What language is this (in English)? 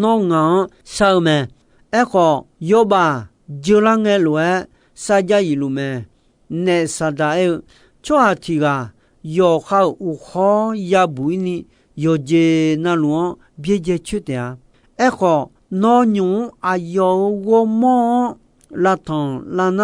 Akha